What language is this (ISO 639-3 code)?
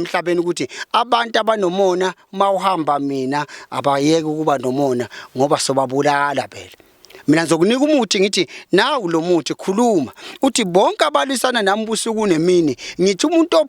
zul